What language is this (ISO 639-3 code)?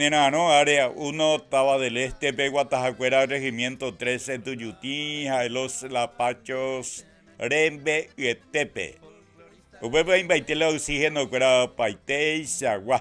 grn